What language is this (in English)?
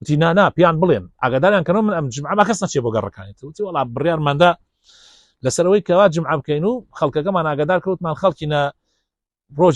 Central Kurdish